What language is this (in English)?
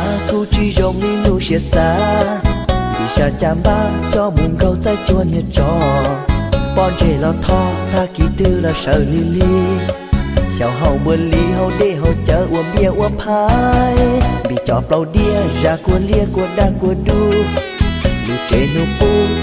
Hmong